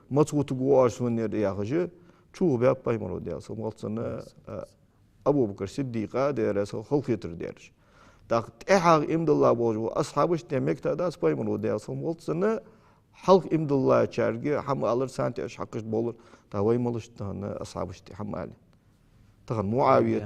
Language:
Ingush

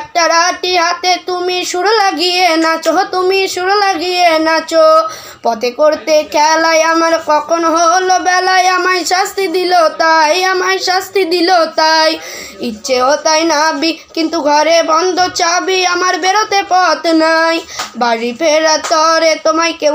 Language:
Bangla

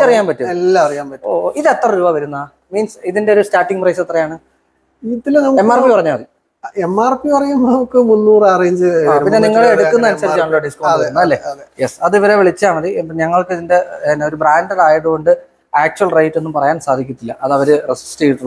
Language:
Malayalam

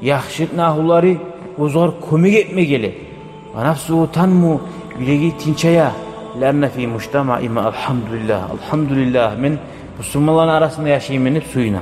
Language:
Kumyk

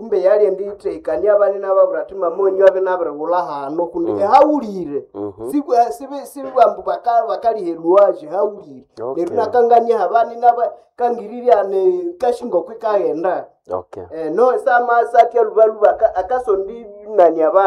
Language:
Nande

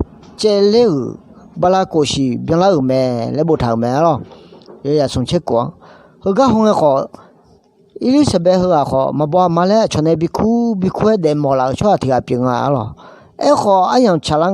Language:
Akha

